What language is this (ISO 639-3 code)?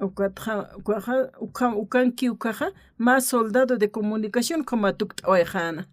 aym